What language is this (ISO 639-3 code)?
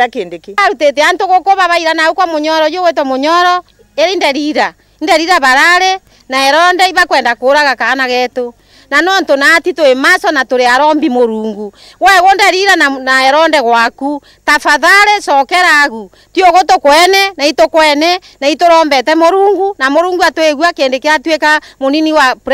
mer